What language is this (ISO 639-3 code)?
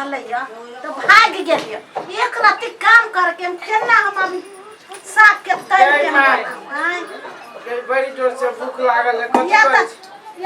mai